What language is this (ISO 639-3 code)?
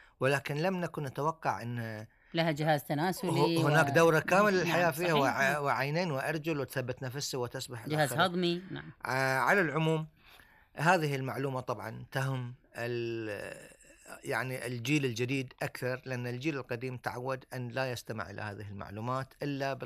afb